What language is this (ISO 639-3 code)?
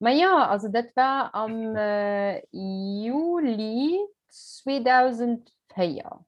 ltz